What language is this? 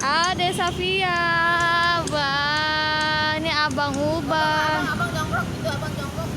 Betawi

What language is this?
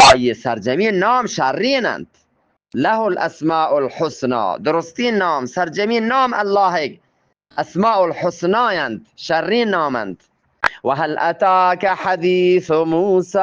Eastern Balochi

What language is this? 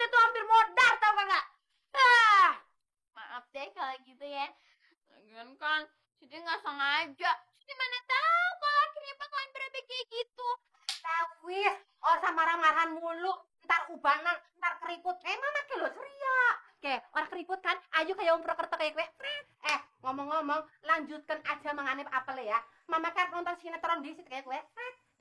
Betawi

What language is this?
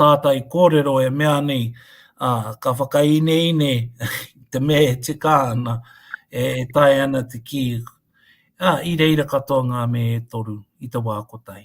Māori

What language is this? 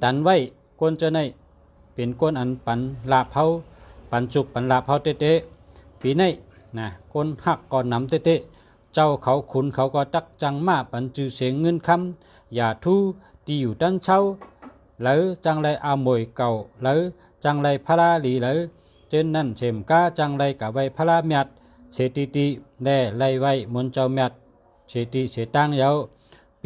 Shan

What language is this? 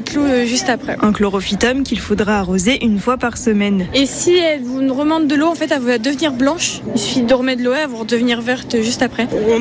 French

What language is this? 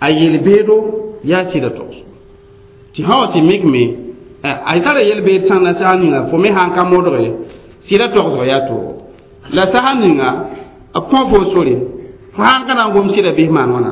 Mossi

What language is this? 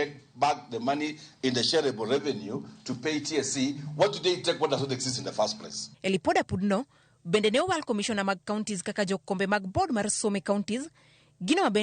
Luo (Kenya and Tanzania)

